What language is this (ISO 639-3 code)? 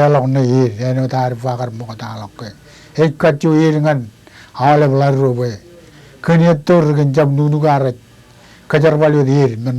mah